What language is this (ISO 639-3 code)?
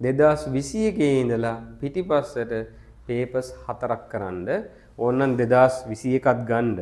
sin